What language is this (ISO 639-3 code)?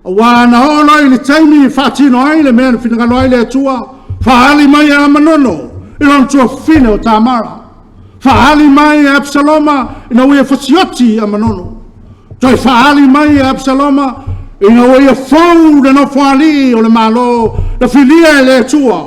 smo